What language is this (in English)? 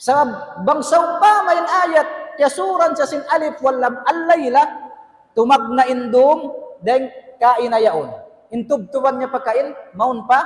Tausug